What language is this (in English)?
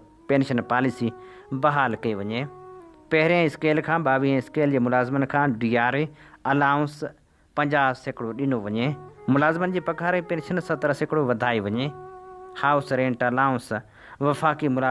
Sindhi